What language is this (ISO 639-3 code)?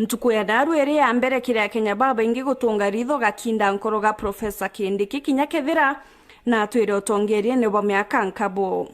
mer